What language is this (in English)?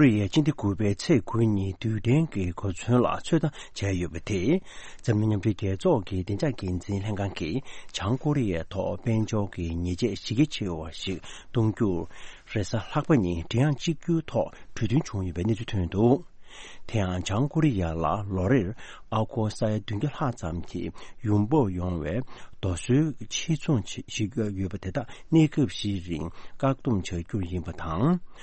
Tibetan